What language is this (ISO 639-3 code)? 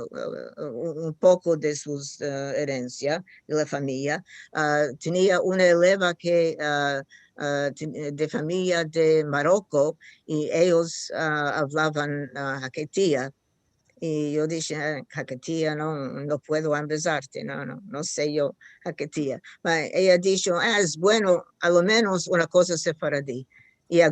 lad